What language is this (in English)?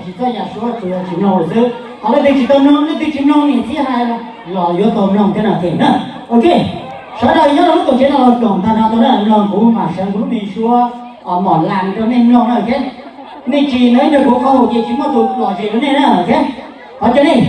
Hmong